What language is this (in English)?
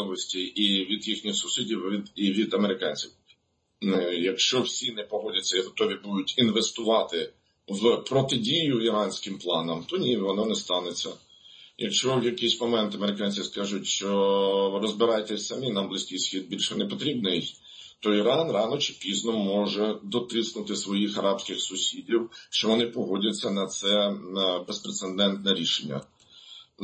Ukrainian